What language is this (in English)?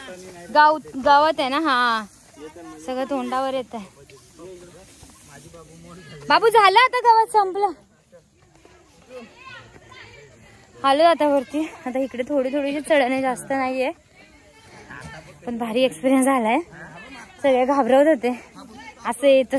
Marathi